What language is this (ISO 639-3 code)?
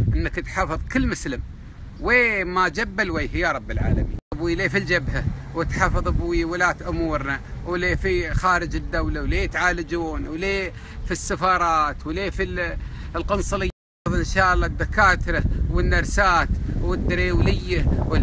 afb